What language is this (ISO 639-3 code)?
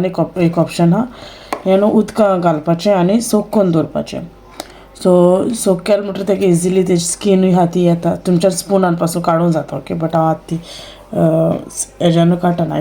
kok